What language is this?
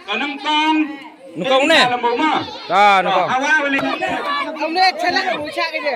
Khasi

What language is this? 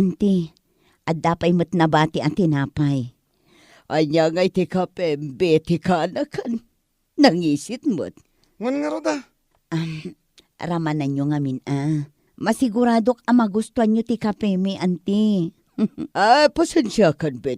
Iloko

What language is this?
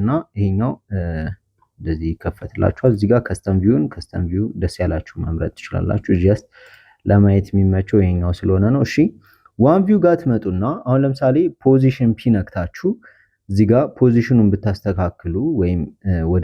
Amharic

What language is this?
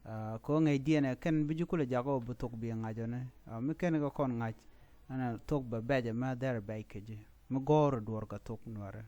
Nuer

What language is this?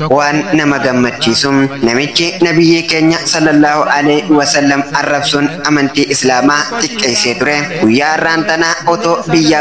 Oromo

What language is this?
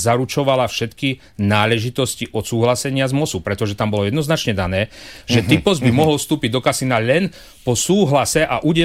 Slovak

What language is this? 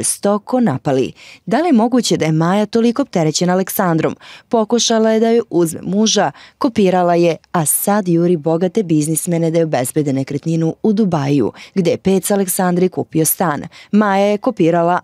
Macedonian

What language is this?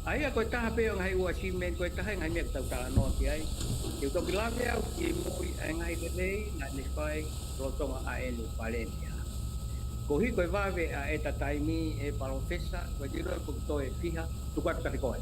Tongan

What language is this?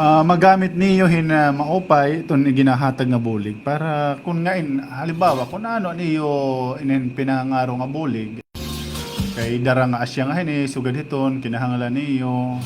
Waray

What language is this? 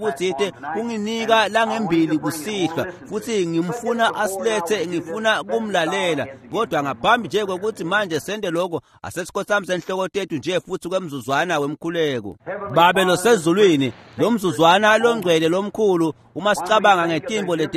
Swati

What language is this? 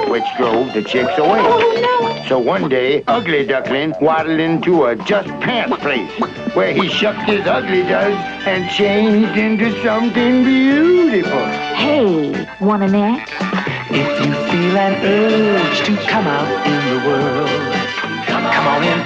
English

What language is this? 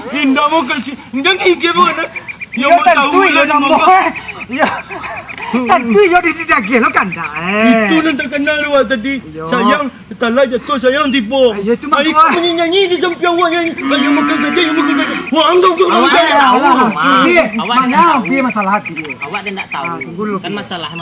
Minangkabau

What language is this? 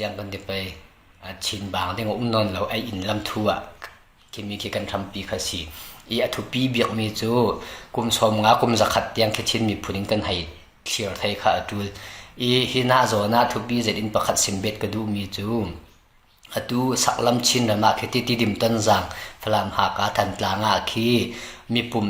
Falam Chin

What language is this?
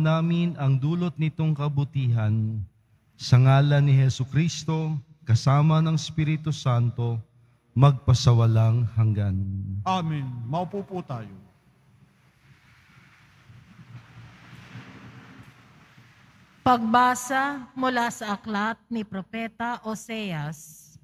Filipino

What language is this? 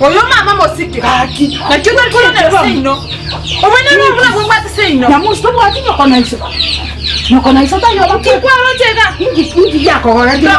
Gusii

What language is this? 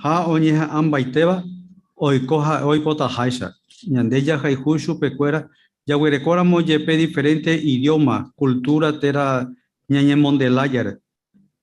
Guarani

